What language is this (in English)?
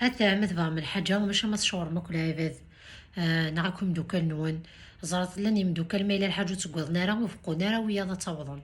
Kabyle